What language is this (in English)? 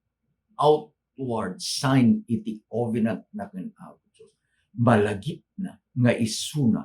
Iloko